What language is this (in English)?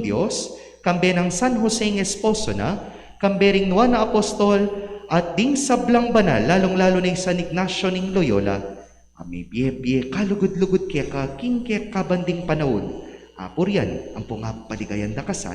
Pampanga